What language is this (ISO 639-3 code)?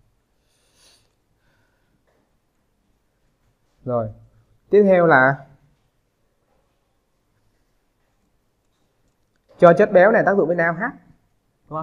vie